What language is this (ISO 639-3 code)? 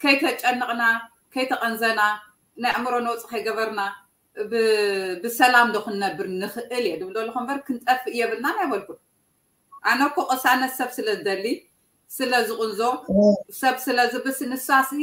tir